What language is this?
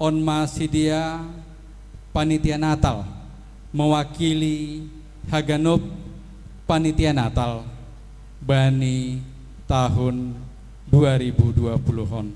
Batak Simalungun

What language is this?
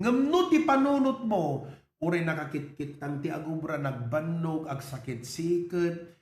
Iloko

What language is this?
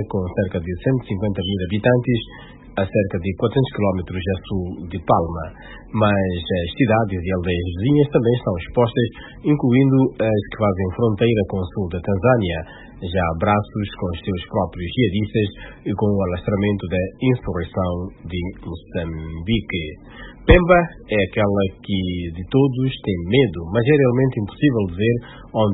Portuguese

